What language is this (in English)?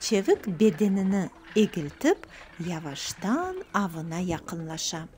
Crimean Tatar